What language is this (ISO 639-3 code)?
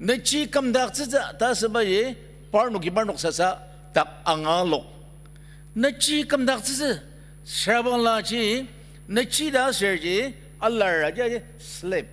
njo